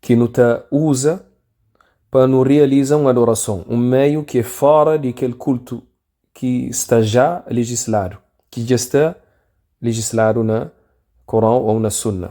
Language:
Kabuverdianu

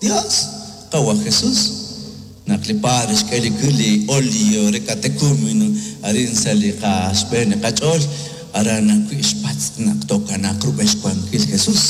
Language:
Kekchí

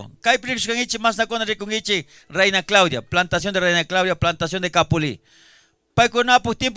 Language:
Chimborazo Highland Quichua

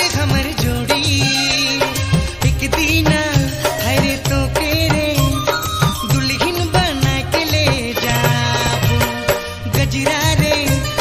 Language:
Sadri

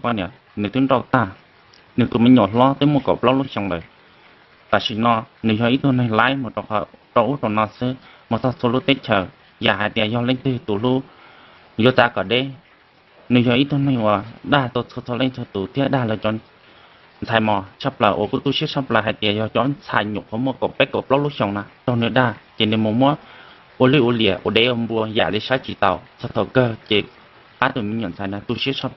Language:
Hmong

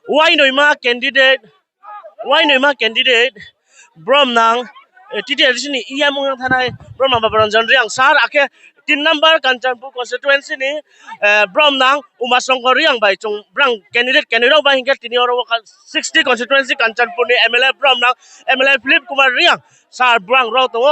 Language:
Riang (India)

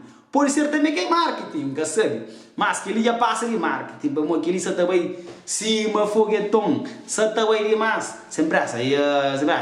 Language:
Kabuverdianu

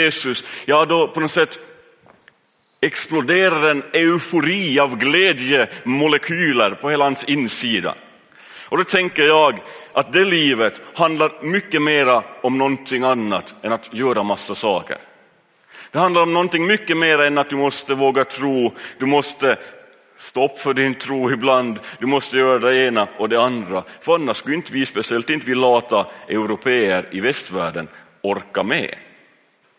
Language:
Swedish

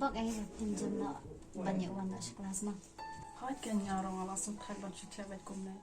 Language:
Khasi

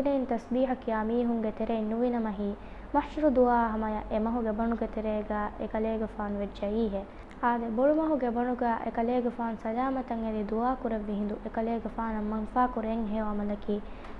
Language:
Divehi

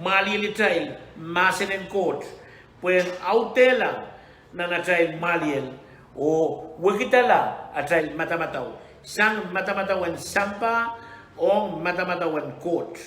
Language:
Pohnpeian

